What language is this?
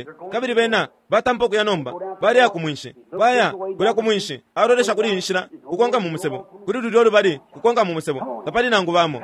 Bemba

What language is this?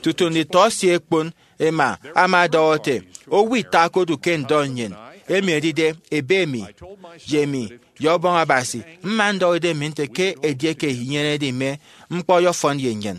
Efik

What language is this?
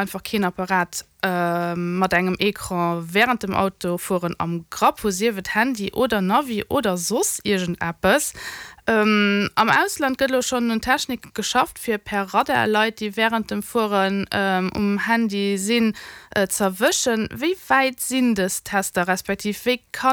Luxembourgish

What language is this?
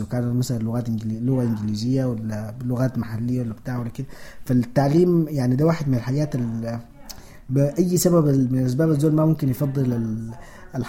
Sudanese Arabic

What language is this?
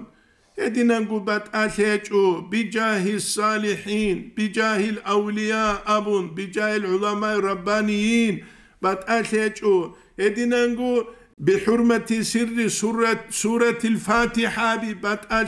Avaric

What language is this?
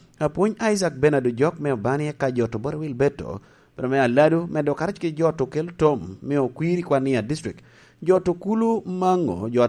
Lango (Uganda)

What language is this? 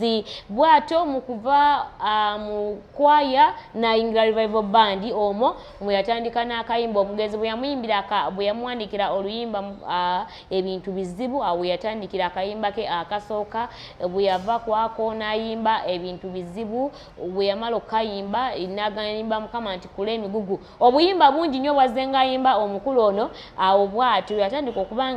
Ganda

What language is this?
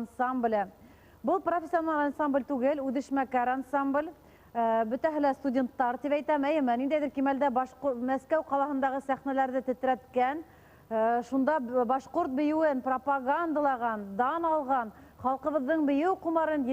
Bashkir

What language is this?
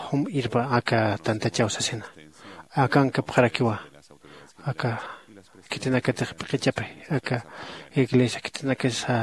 Aymara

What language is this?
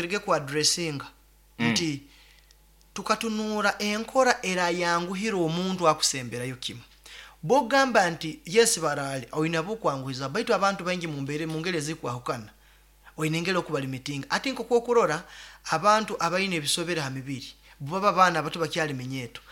Nyankole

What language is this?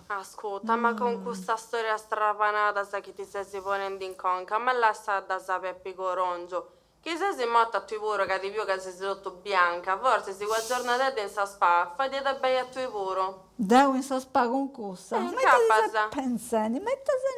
Sardinian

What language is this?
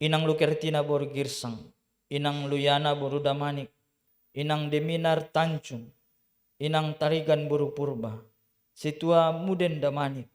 Batak Simalungun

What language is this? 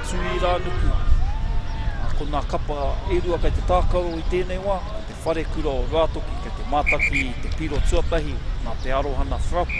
Māori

